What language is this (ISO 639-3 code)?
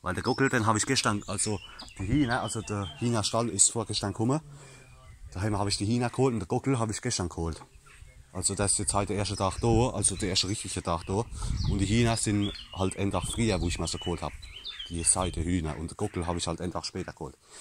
pfl